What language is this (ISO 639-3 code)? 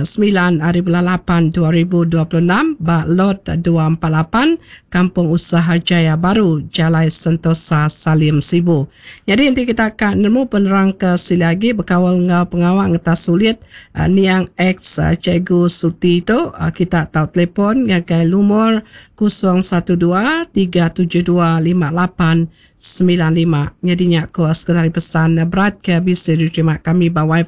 iba